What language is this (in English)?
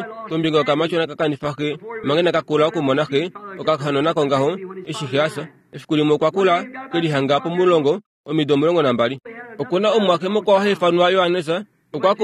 Kuanyama